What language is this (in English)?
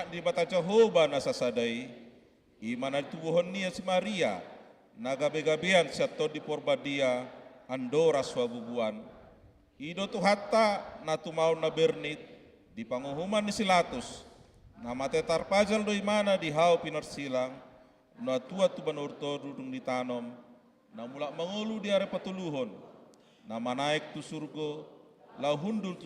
Batak Toba